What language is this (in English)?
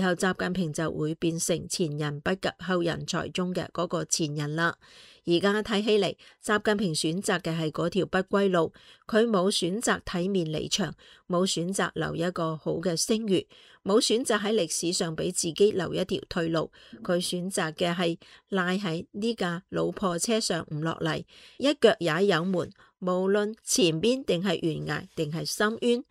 Cantonese